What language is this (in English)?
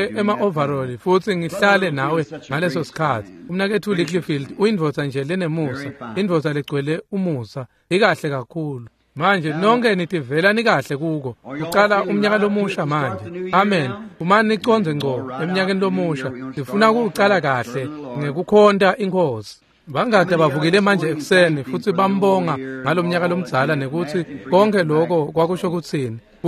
Swati